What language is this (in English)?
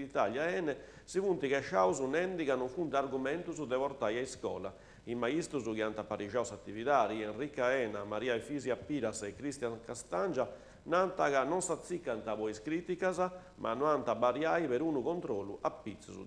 Sardinian